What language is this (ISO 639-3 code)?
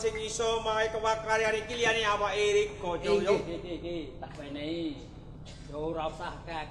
jav